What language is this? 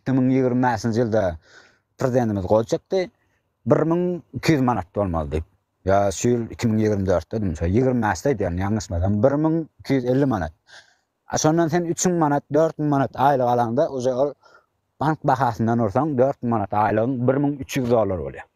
Turkmen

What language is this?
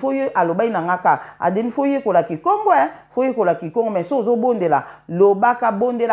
Lingala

